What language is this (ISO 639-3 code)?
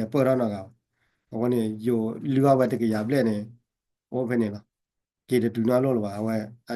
ksw